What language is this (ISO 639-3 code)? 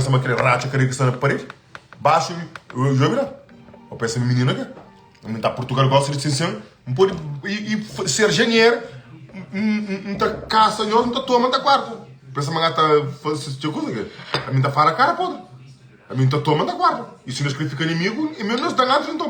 kea